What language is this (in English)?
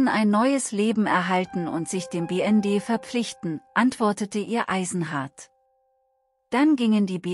German